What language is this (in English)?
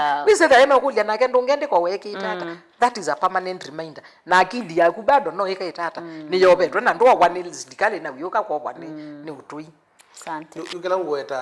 Kamba